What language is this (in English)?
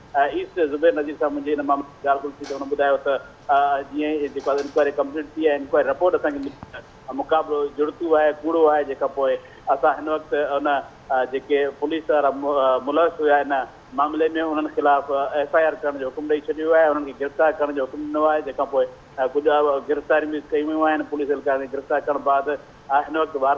Sindhi